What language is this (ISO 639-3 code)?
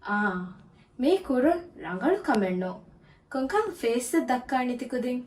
div